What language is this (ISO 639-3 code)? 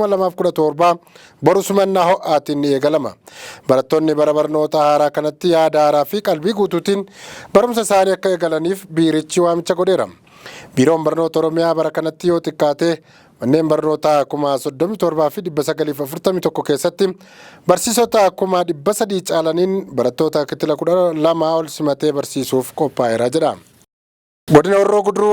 orm